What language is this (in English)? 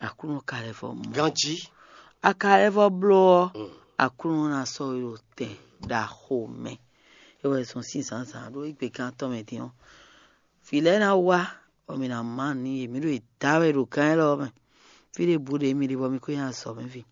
Fon